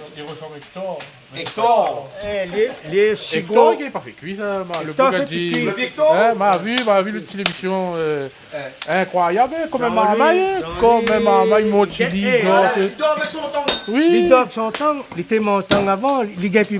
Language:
Réunion Creole French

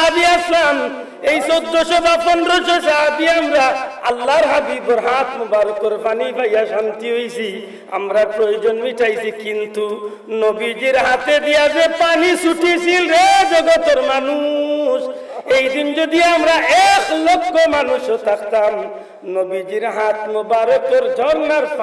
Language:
Sylheti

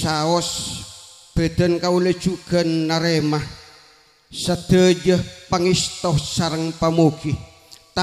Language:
Madurese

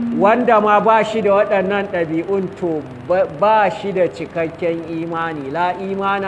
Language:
Hausa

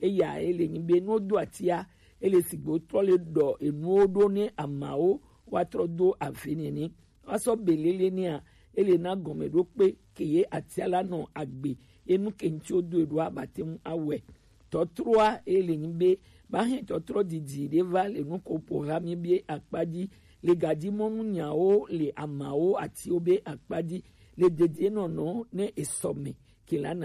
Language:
Gen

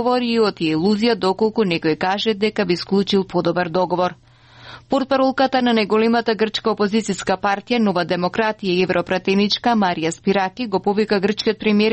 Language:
Macedonian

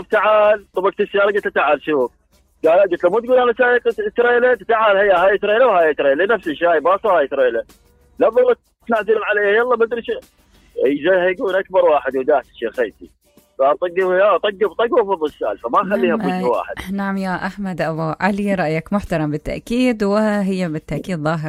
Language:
Mesopotamian Arabic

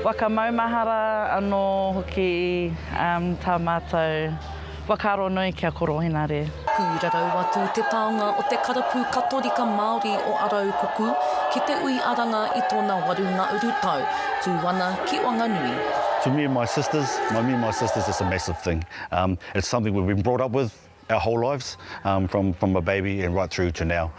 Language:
Māori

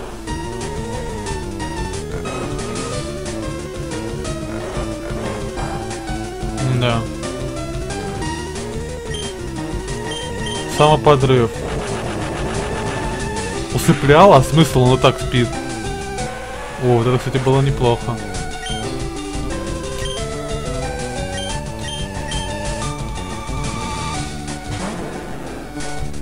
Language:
Russian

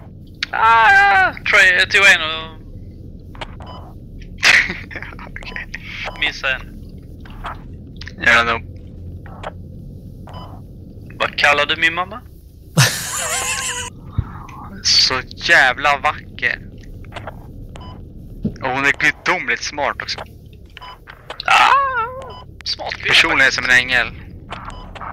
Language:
Swedish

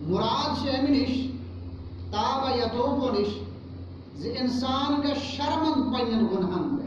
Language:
Kashmiri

